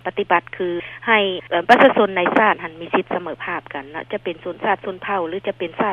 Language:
Lao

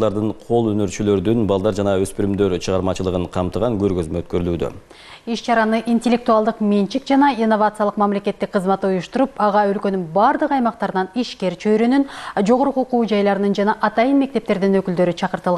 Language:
Kyrgyz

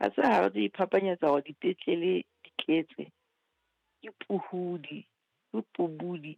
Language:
Southern Sotho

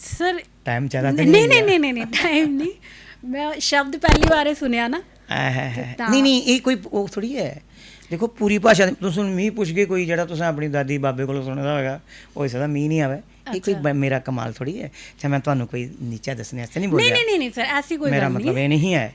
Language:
Dogri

